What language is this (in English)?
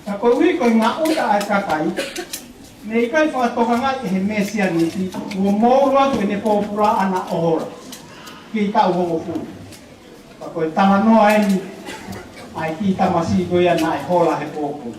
Tongan